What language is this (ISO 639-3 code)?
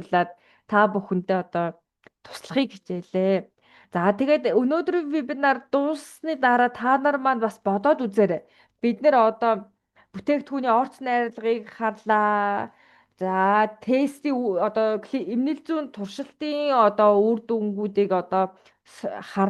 mon